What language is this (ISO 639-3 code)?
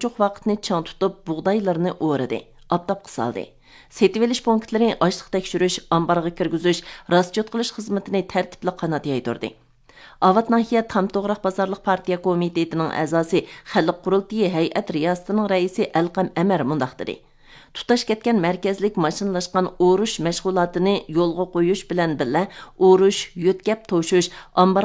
uig